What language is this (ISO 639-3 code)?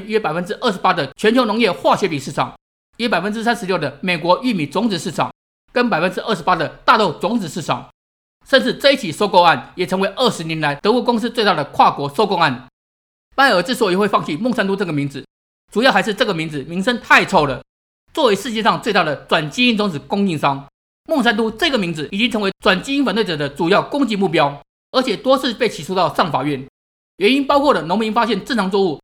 zho